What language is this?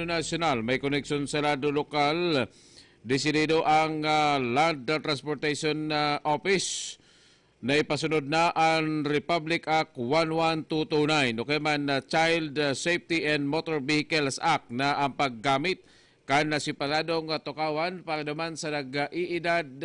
Bikol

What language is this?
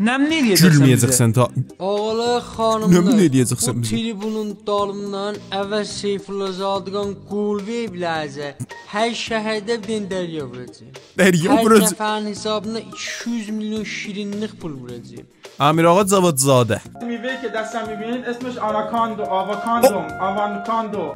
South Azerbaijani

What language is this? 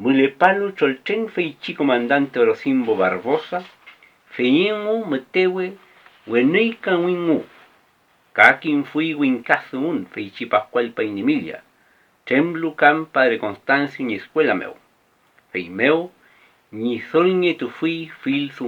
Mapuche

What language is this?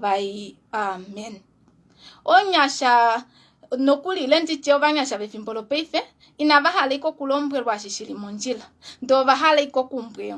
Kuanyama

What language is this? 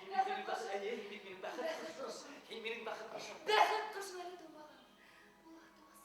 Bashkir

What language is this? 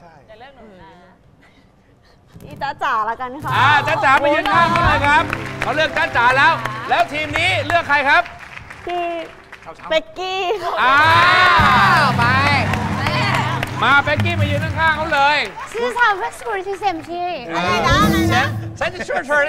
Thai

